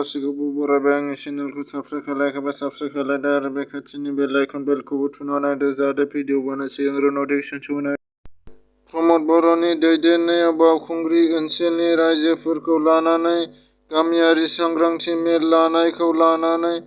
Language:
Bodo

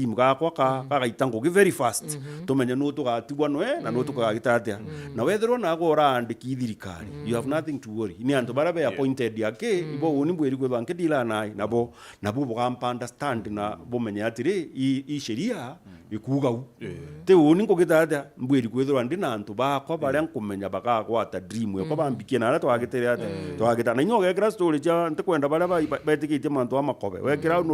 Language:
Meru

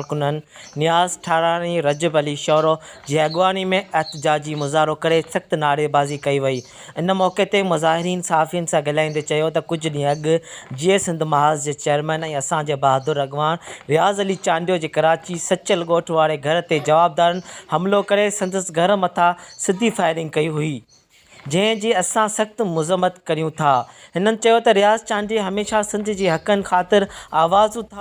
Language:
Sindhi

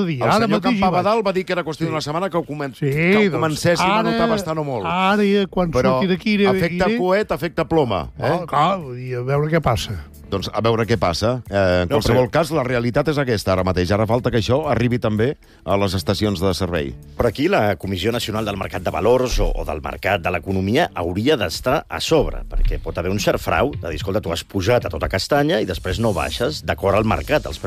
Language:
Catalan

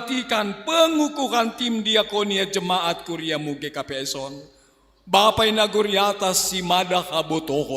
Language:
Batak Simalungun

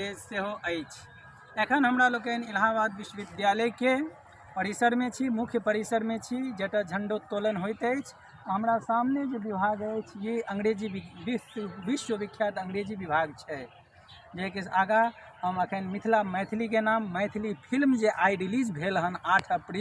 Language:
Maithili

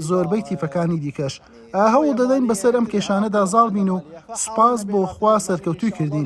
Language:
Central Kurdish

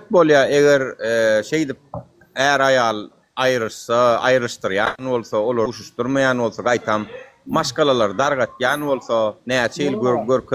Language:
Turkmen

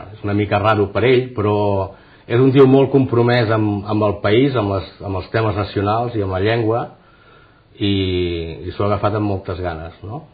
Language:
Catalan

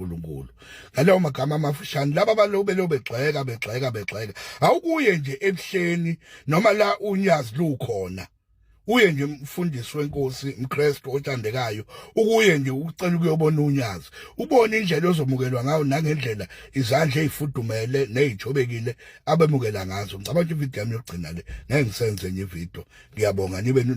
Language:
Zulu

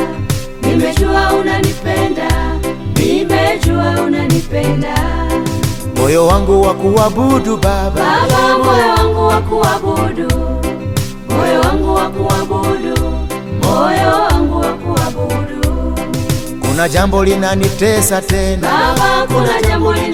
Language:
Swahili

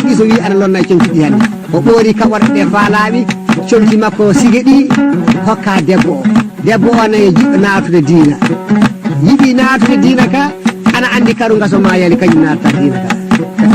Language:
Fula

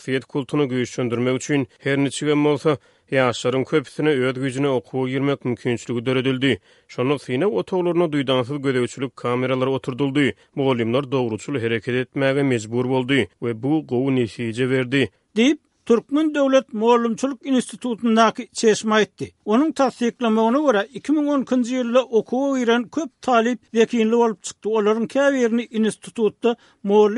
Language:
Turkmen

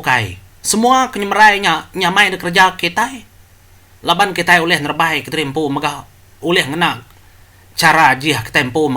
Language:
Iban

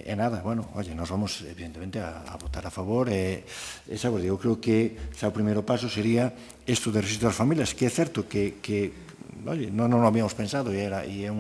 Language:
Galician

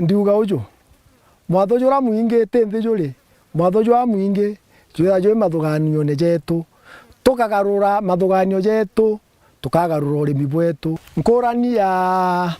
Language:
Meru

